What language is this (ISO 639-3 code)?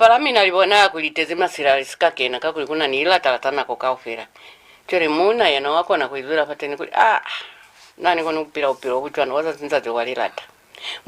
loz